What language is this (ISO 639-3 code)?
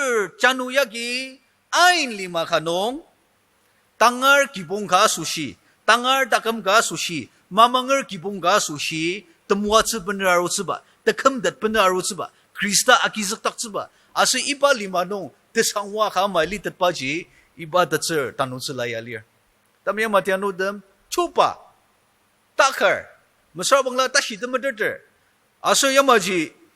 njo